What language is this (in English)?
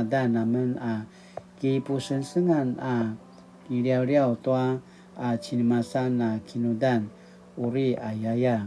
Paiwan